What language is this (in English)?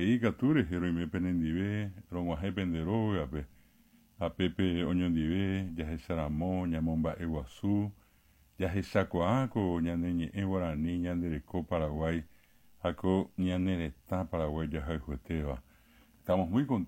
Guarani